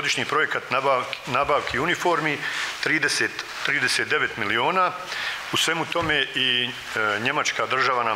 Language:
Bosnian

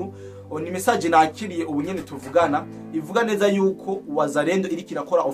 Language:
Rundi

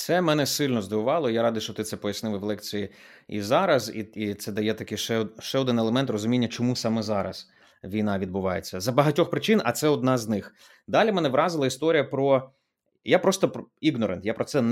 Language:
Ukrainian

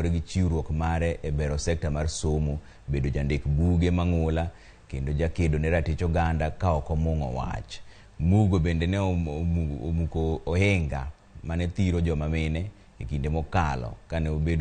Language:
Luo (Kenya and Tanzania)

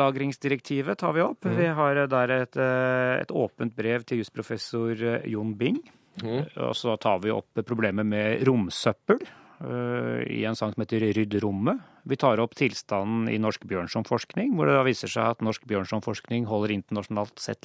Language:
Norwegian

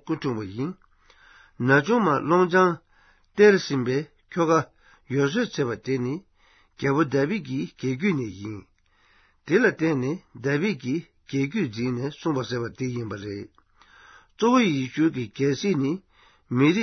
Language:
Tibetan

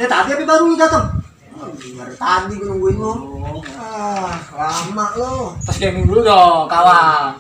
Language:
Betawi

